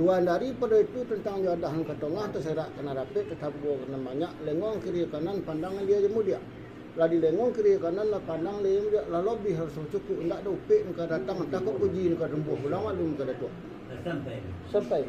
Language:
Minangkabau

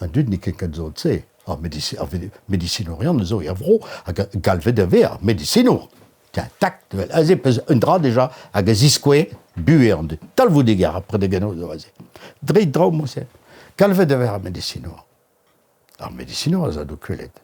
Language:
Breton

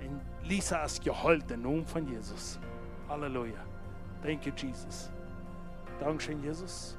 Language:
Plautdietsch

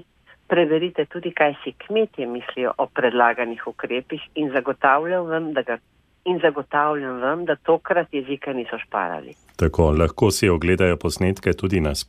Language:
Slovenian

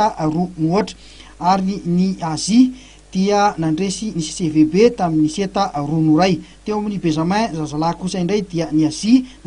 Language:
Malagasy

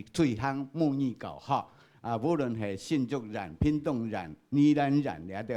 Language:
Hakka Chinese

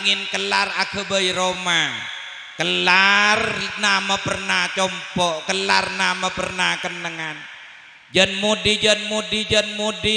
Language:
Madurese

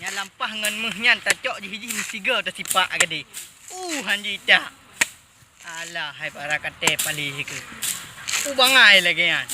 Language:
Achinese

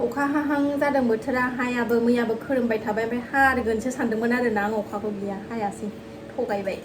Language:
Bodo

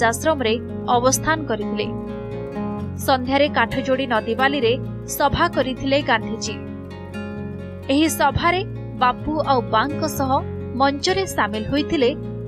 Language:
Odia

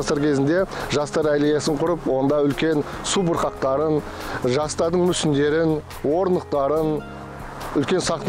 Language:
Kazakh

